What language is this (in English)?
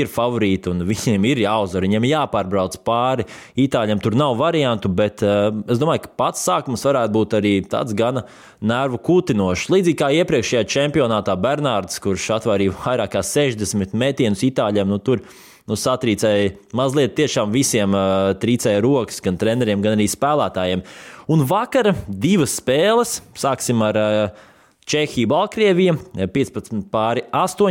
Latvian